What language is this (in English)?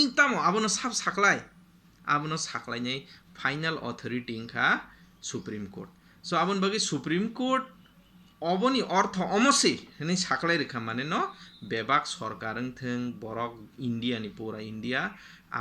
Kok Borok